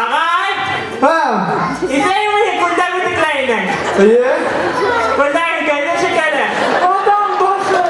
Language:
Bashkir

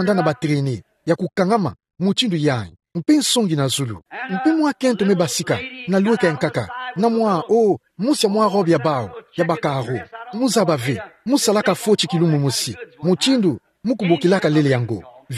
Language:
Kituba (Democratic Republic of Congo)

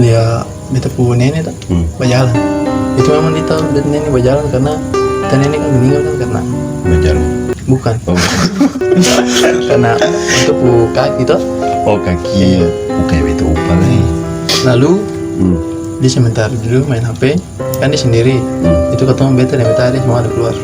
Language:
Ambonese Malay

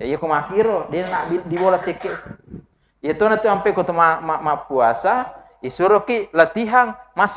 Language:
Buginese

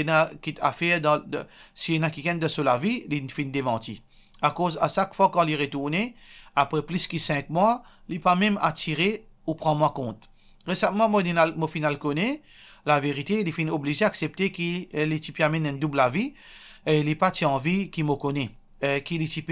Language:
Morisyen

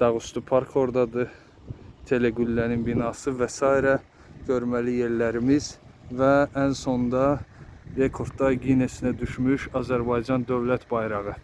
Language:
Azerbaijani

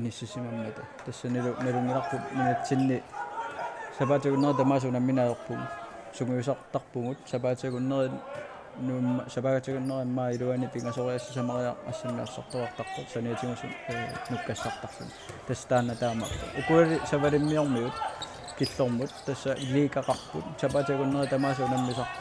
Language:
Kalaallisut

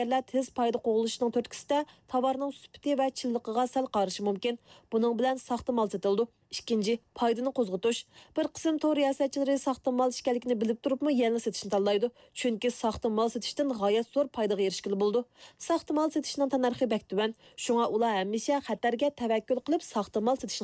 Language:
Uyghur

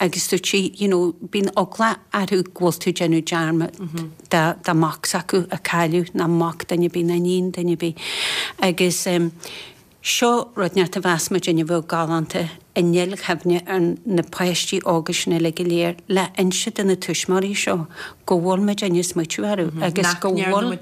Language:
Irish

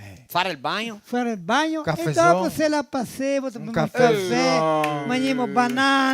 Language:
Venetian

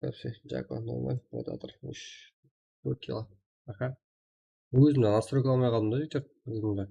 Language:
Kara-Kalpak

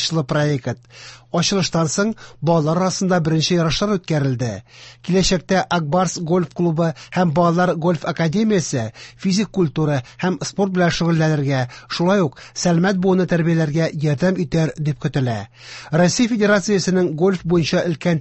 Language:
Tatar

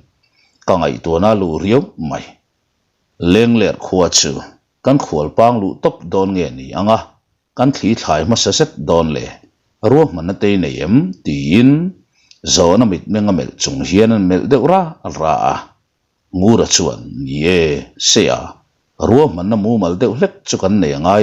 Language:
Mizo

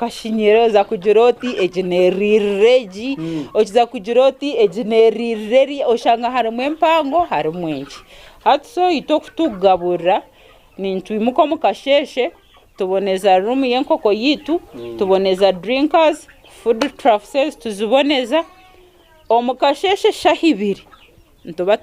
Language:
Nyankole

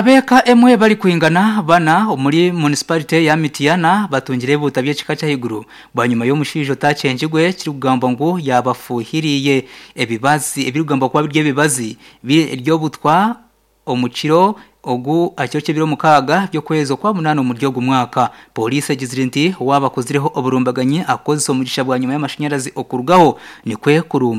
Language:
Nyankole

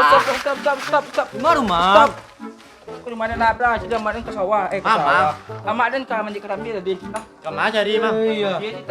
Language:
Minangkabau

